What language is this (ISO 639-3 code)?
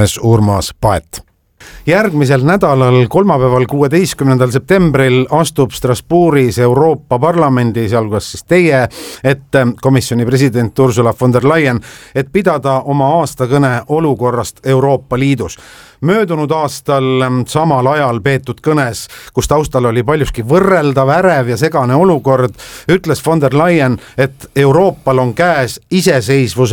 est